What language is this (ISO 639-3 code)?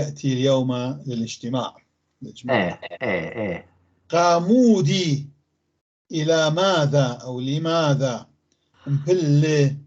apc